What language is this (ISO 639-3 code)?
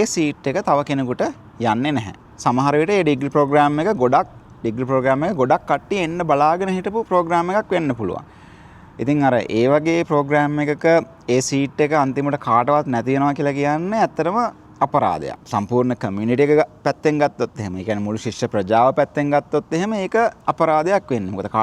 sin